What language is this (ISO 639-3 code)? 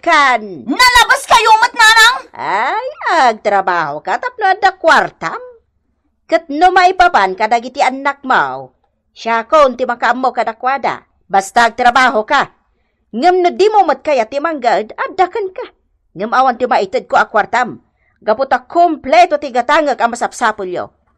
ilo